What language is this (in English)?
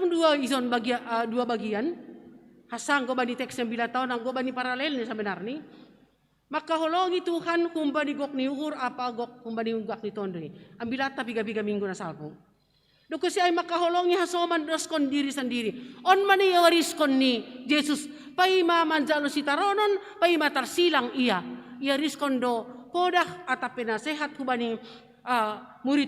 Batak Simalungun